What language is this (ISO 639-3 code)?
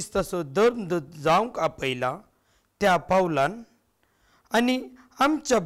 kok